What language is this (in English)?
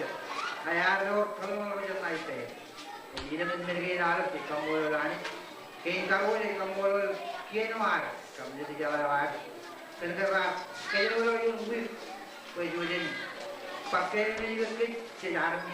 Marshallese